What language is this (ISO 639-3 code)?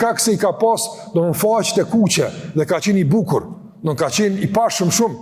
sqi